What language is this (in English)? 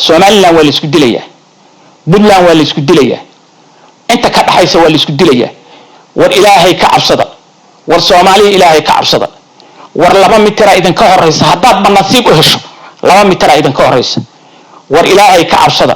Somali